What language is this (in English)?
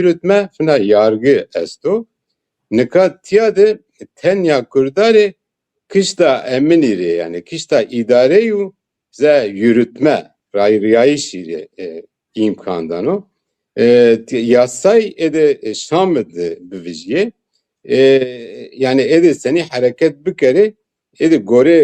Zaza